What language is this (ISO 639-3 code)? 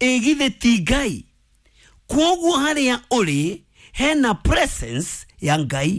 kik